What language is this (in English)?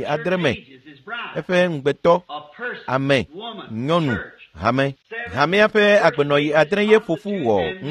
Ewe